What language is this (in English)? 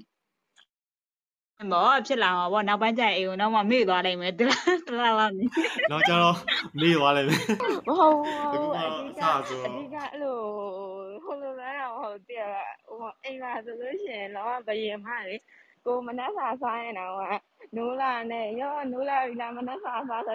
Burmese